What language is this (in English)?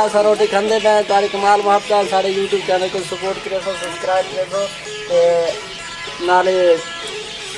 Saraiki